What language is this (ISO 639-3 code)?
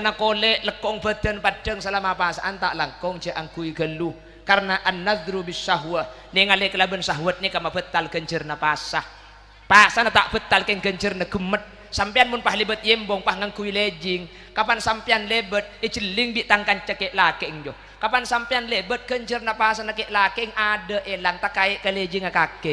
mad